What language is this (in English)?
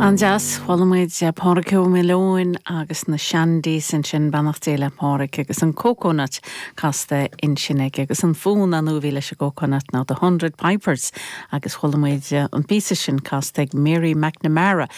Irish